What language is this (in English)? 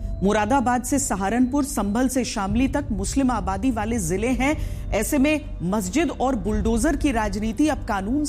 Hindi